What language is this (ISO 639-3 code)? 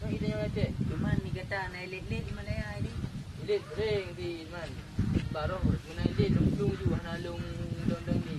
ace